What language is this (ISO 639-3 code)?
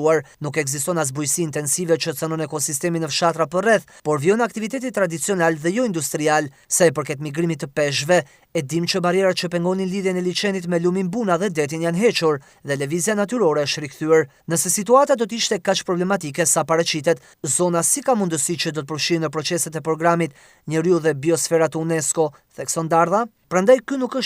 sqi